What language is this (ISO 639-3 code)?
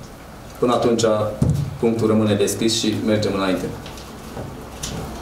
ron